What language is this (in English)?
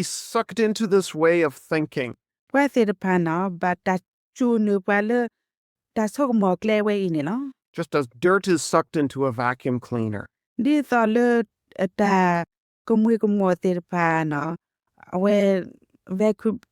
S'gaw Karen